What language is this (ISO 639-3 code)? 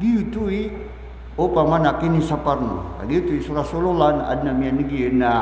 mrw